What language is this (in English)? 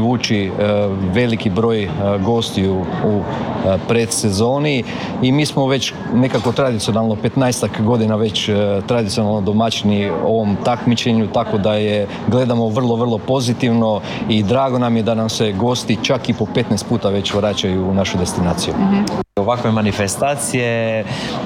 Croatian